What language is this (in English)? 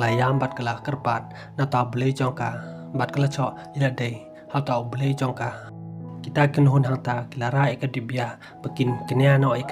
Khasi